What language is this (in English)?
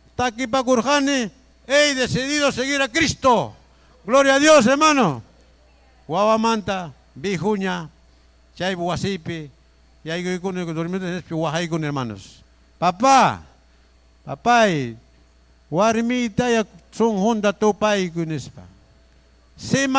Ayacucho Quechua